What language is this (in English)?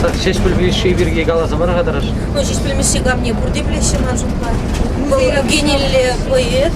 Chuvash